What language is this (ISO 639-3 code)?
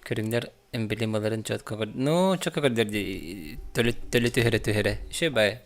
sah